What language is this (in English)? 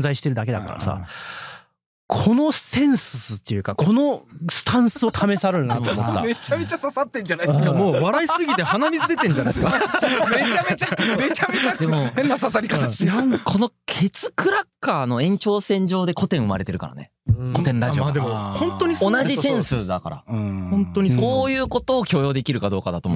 Japanese